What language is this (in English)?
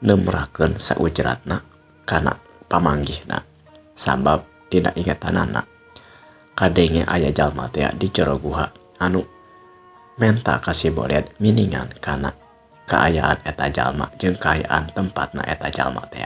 Sundanese